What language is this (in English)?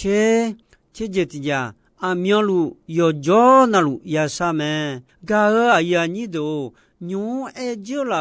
Akha